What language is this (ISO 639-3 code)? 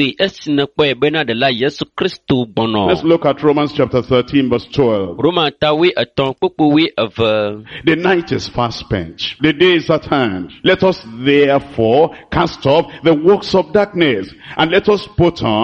ewe